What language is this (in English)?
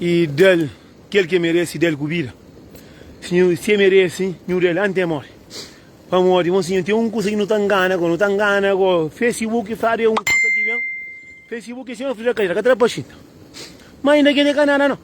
Kabuverdianu